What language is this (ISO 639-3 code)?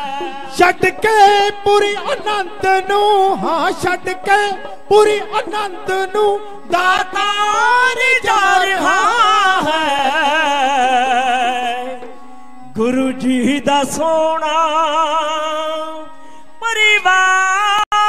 pan